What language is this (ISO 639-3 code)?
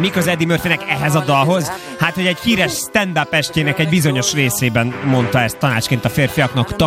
hun